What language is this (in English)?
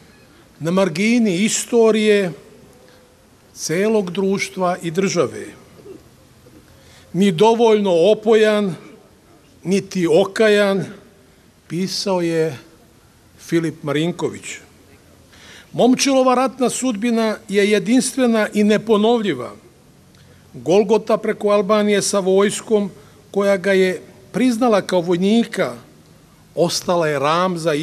Serbian